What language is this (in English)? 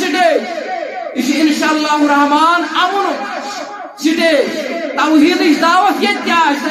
Kashmiri